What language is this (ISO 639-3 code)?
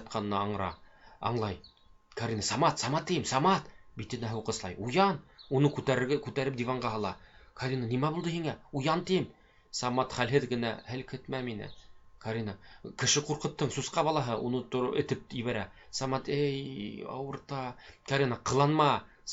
bak